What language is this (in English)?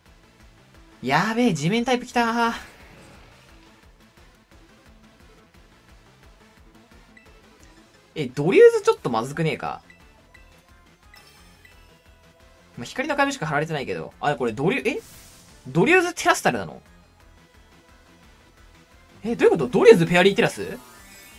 Japanese